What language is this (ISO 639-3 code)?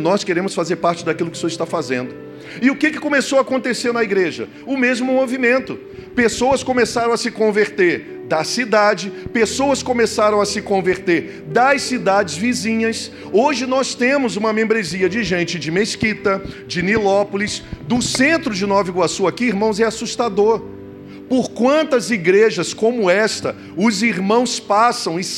por